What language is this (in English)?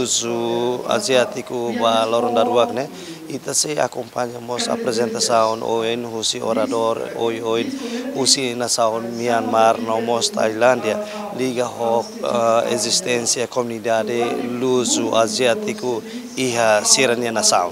Tetum